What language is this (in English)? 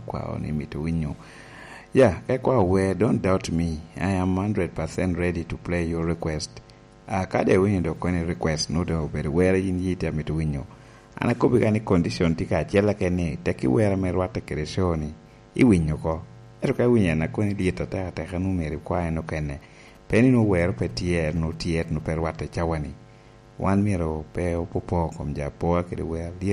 Lango (Uganda)